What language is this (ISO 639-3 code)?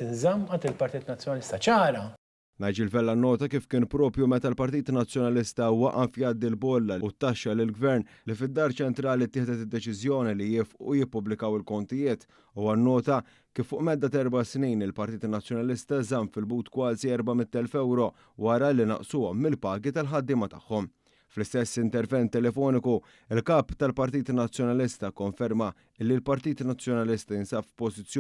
mlt